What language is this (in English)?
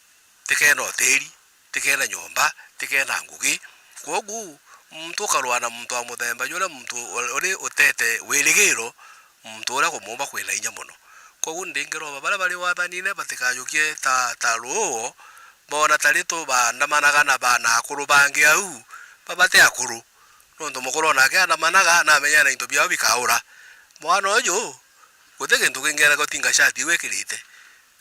Meru